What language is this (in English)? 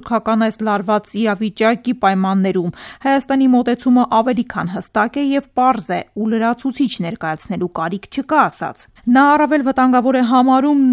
Armenian